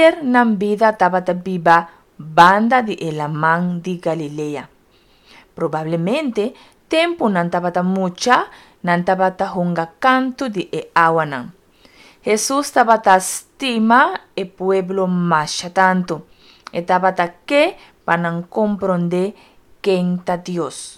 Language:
Papiamento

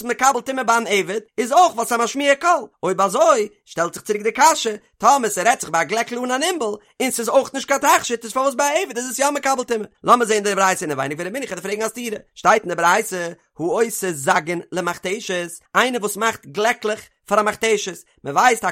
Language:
Yiddish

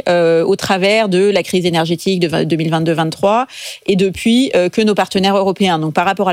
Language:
French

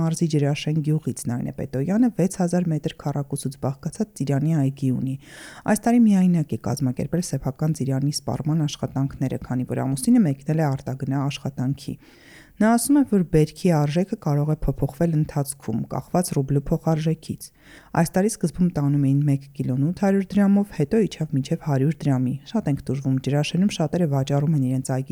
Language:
Armenian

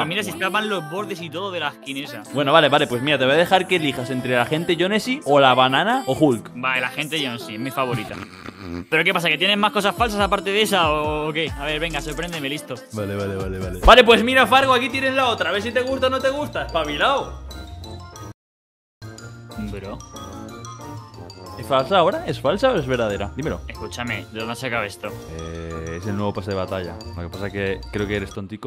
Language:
Spanish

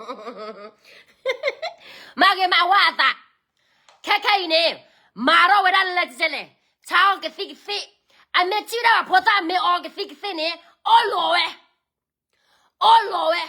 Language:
S'gaw Karen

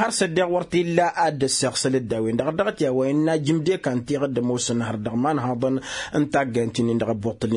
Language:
Tamasheq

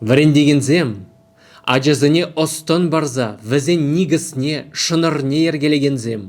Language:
Chuvash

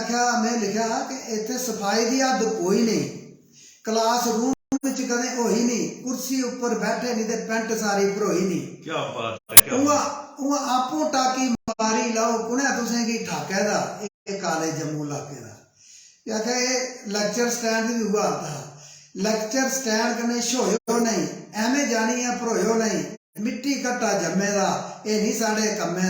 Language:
Dogri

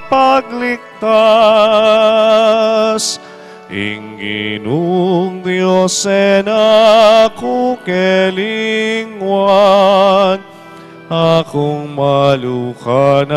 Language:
Pampanga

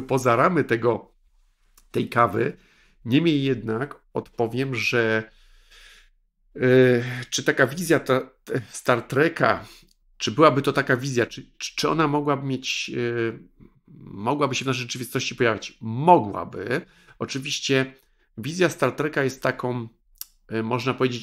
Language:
Polish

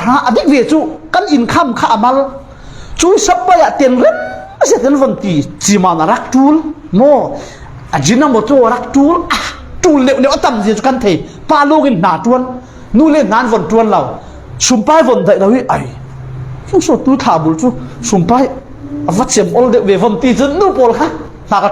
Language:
Falam Chin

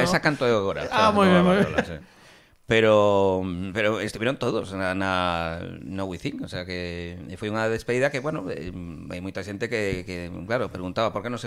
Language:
Galician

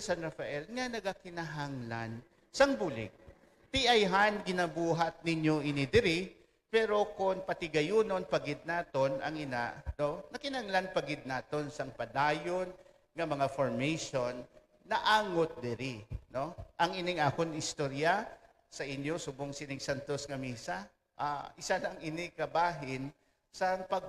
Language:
Hiligaynon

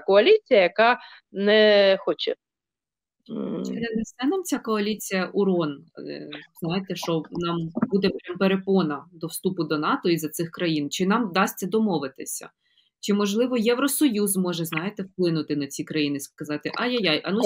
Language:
Ukrainian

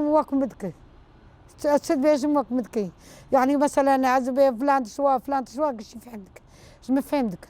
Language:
Kurdish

